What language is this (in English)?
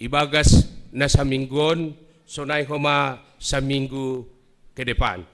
Batak Simalungun